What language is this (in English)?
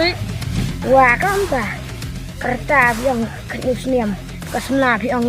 Khasi